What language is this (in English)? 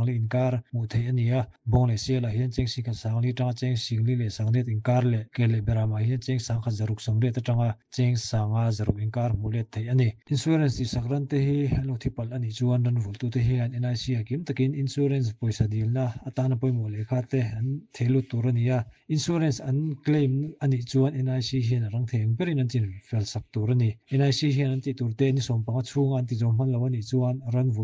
Mizo